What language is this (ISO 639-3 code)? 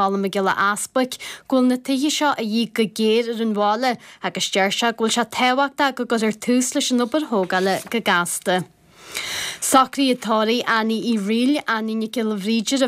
gle